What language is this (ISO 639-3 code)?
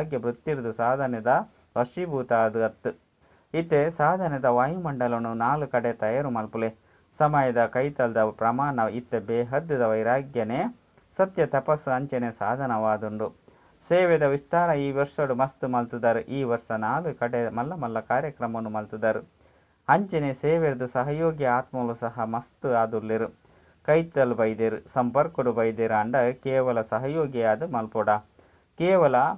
tcy